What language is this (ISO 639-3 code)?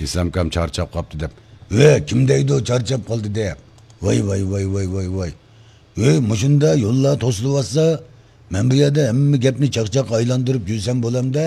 uig